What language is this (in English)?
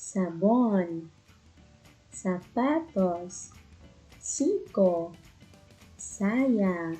Waray